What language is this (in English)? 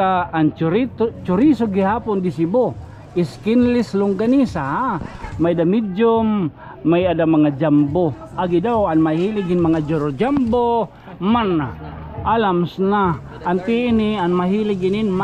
Waray